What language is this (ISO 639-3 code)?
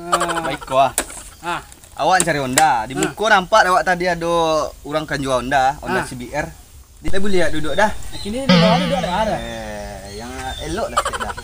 min